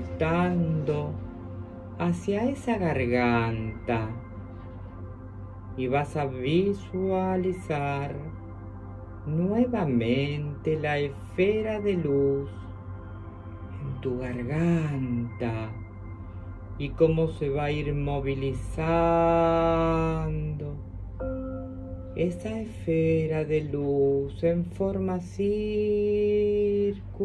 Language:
Spanish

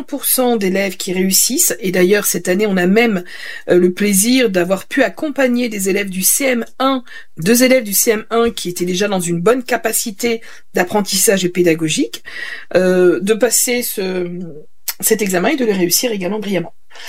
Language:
French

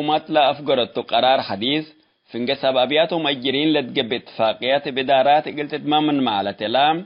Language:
Tigre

